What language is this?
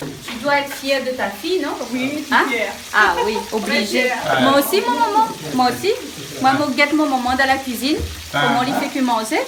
Réunion Creole French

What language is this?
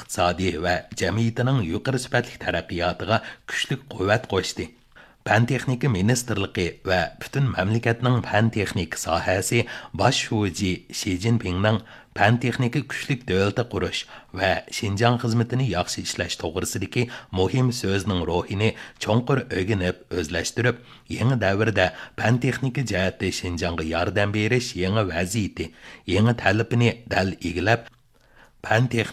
Uyghur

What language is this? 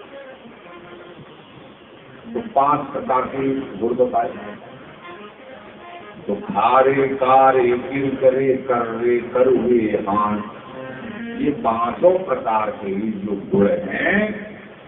Hindi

